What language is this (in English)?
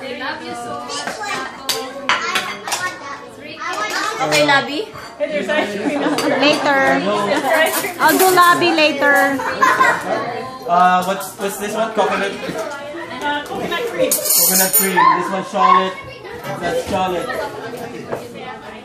Filipino